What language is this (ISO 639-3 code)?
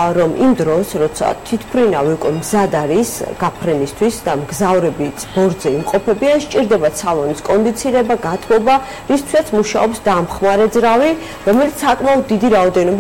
kat